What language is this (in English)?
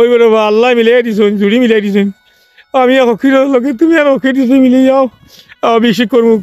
Sylheti